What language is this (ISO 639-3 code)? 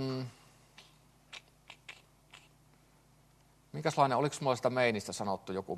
fin